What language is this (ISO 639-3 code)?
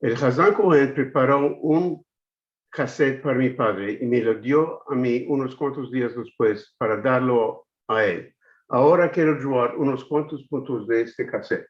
lad